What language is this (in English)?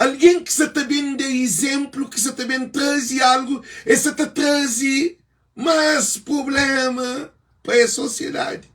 Kabuverdianu